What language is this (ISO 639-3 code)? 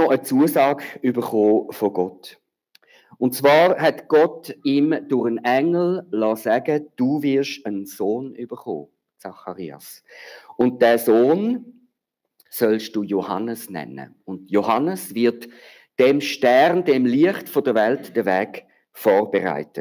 gsw